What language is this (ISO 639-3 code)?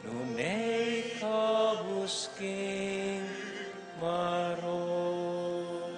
pam